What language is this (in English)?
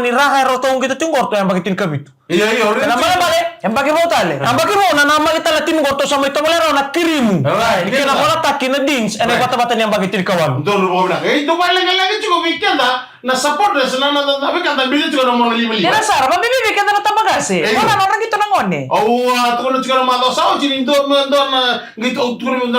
Fijian